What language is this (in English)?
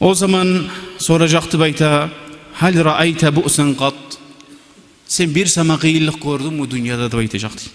Kumyk